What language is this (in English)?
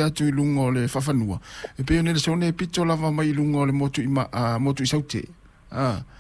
Samoan